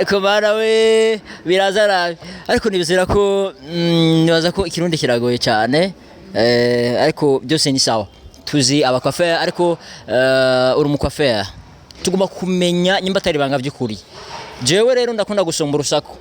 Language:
Rundi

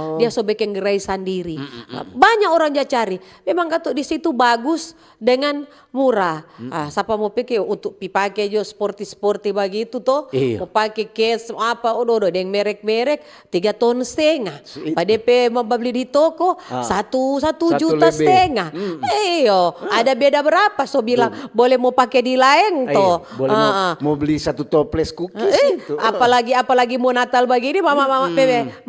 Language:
Manado Malay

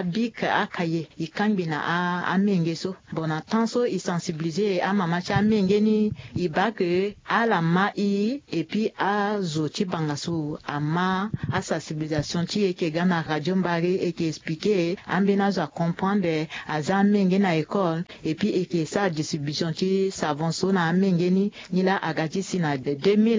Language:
Sango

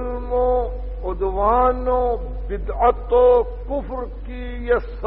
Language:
Urdu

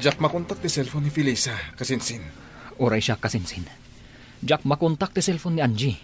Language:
Iloko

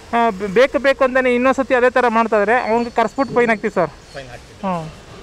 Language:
Kannada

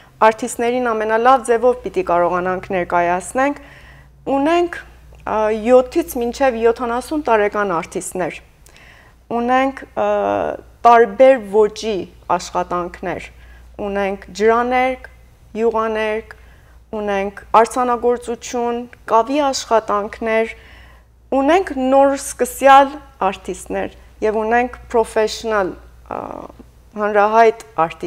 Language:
Western Armenian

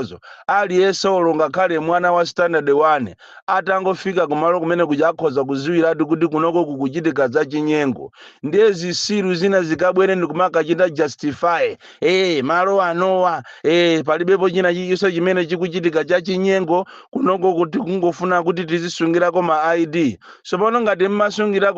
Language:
Nyanja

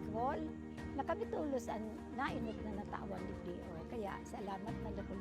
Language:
Bikol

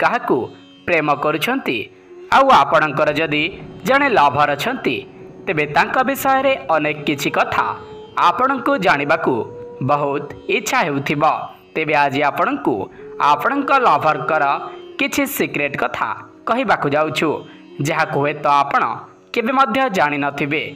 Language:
Odia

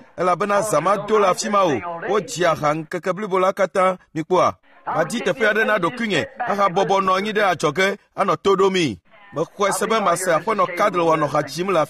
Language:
Ewe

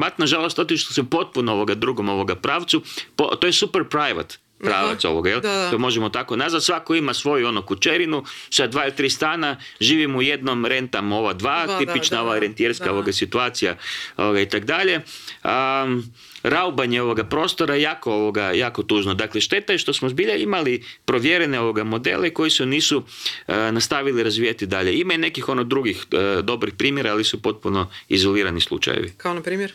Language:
Croatian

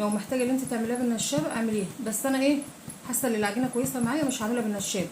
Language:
Egyptian Arabic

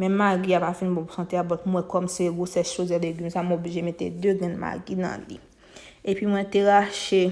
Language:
Haitian Creole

